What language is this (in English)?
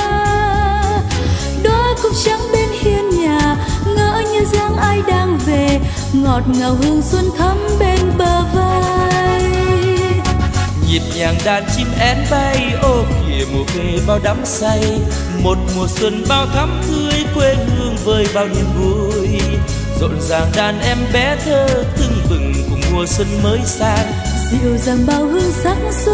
Vietnamese